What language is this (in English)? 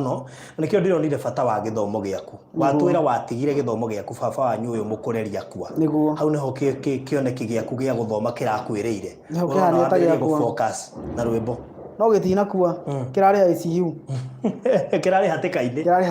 Kikuyu